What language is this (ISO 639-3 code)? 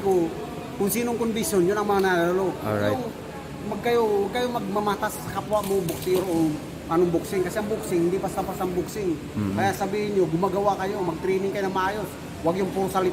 fil